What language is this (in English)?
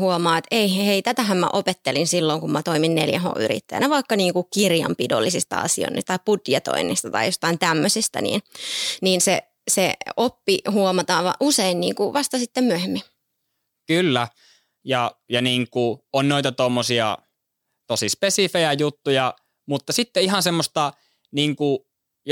Finnish